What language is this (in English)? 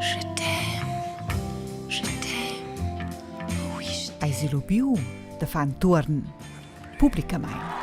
Romansh